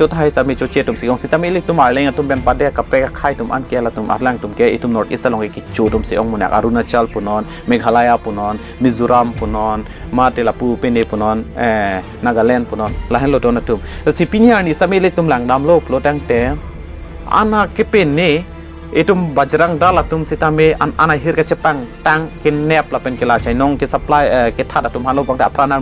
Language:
Karbi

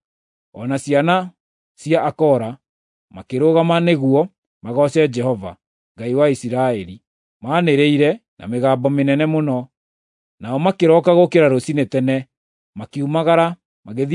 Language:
Kikuyu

